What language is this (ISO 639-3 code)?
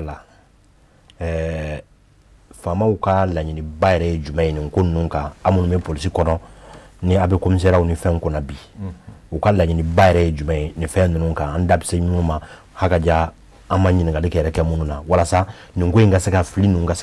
bam